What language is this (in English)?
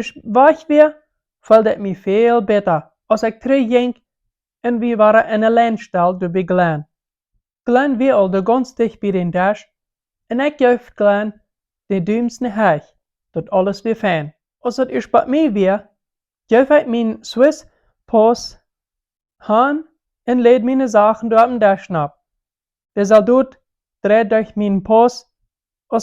Plautdietsch